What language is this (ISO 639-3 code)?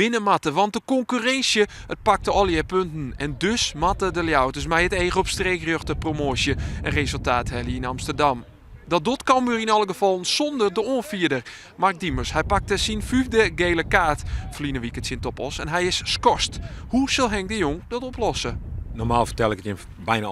fry